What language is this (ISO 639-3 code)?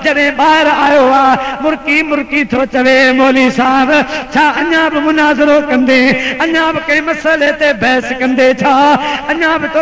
snd